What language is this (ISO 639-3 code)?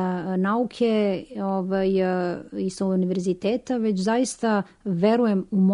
srp